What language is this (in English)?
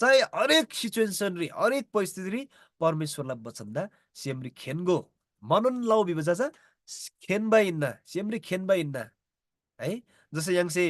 Eastern Tamang